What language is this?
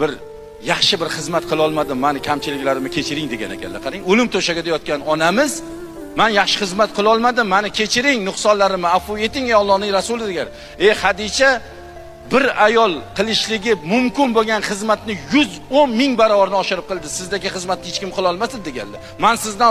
Uzbek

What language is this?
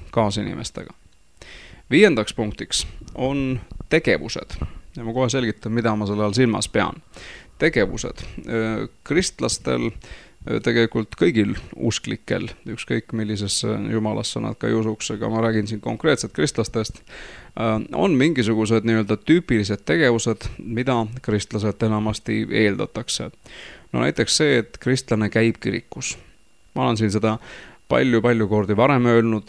Estonian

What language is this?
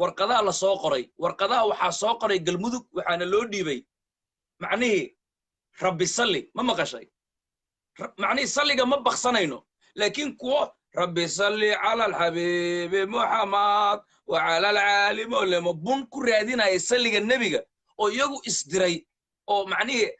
Somali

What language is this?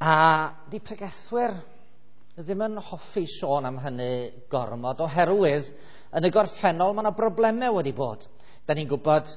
Welsh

